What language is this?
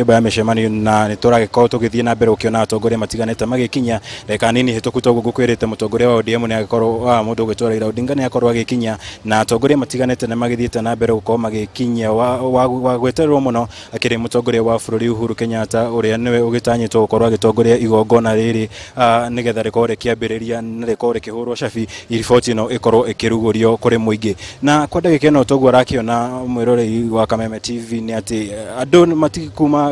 Kikuyu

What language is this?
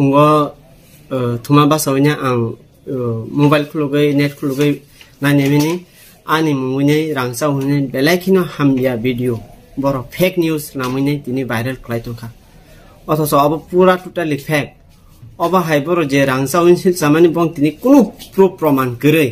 Kok Borok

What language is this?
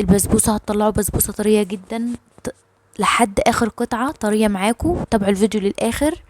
Egyptian Arabic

